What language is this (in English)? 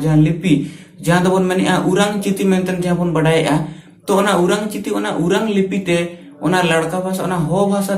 Santali